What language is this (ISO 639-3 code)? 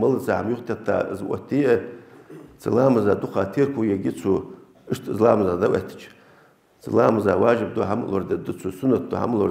inh